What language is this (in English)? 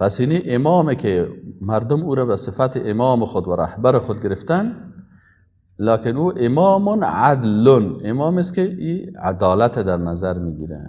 Persian